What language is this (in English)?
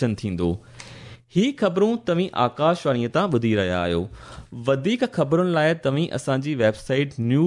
Sindhi